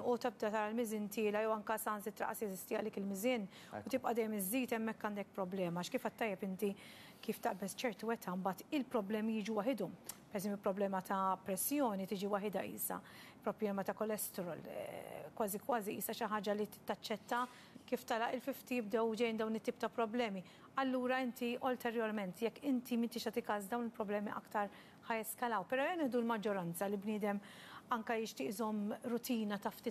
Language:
Maltese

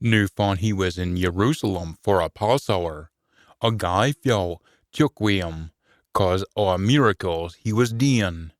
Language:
Scots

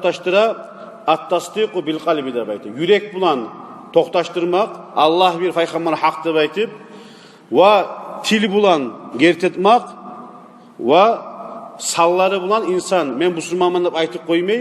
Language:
Kumyk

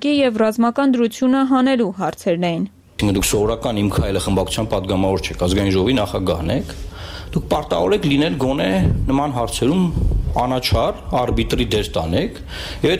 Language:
Armenian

